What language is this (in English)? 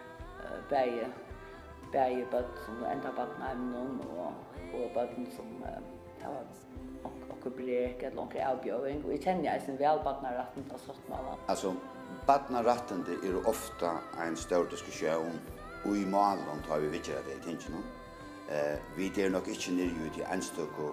Faroese